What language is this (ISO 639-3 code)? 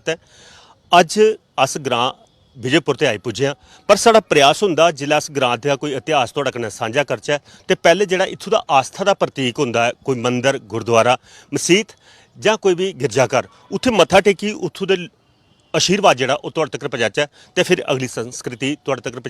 doi